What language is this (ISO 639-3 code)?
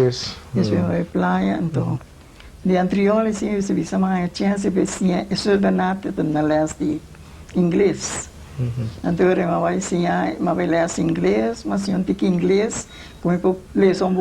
pap